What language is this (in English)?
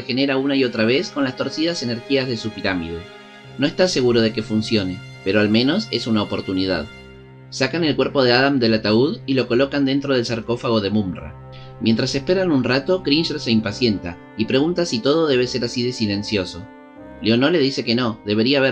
Spanish